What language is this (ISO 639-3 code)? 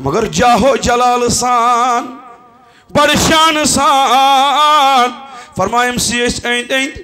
kas